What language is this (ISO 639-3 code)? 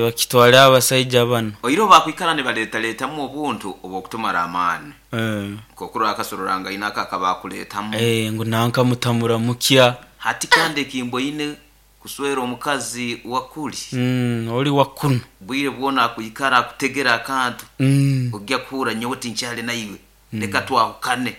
nyn